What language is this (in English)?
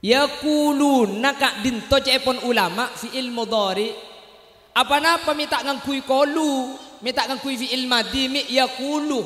Madurese